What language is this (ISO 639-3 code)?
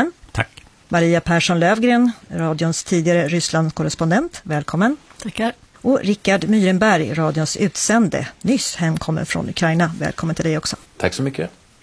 swe